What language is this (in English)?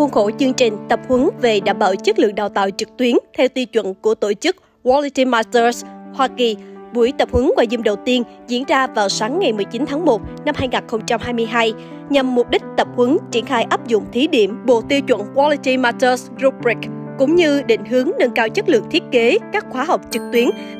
Vietnamese